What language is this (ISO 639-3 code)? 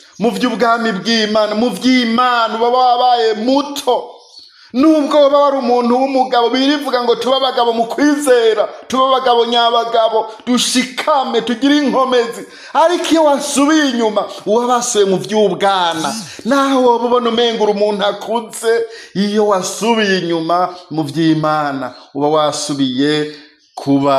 run